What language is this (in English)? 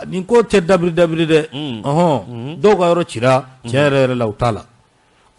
Bambara